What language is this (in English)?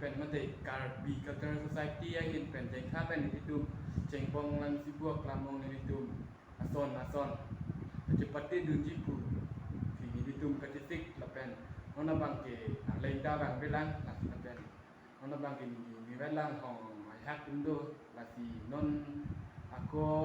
Karbi